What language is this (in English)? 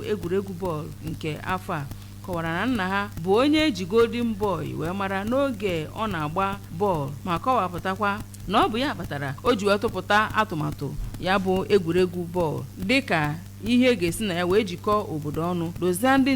Igbo